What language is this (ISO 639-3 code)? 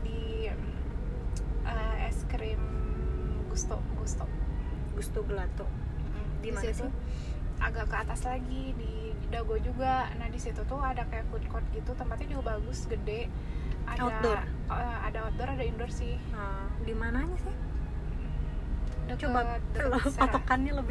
ind